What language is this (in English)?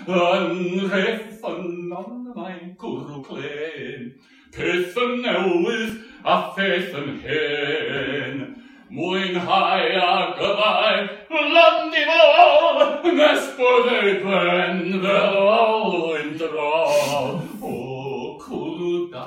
Welsh